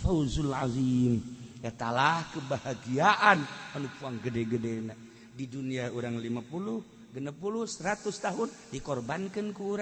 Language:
Sundanese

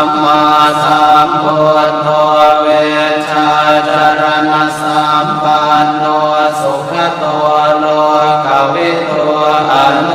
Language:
Pali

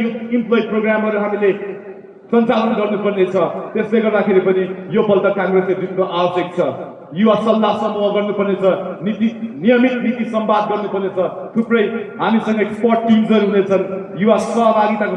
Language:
Nepali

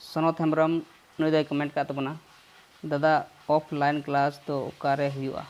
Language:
Santali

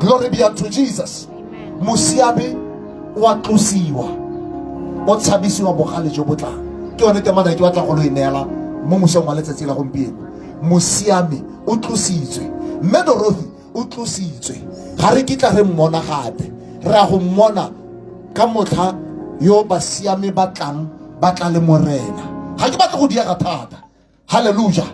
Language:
Tswana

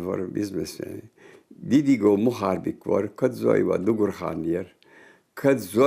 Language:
Ingush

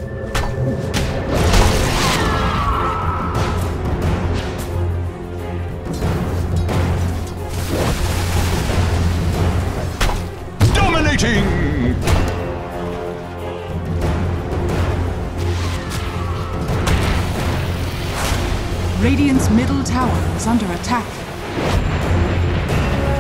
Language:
English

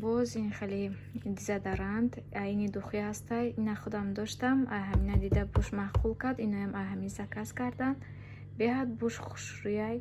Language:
Tajik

